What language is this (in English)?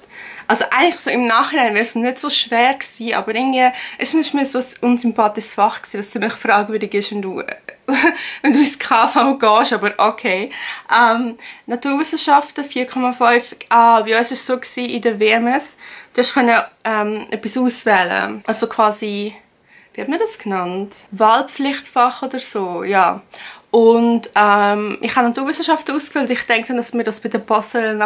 Swiss German